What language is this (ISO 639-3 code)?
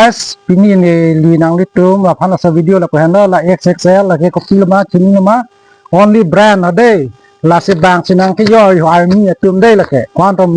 mjw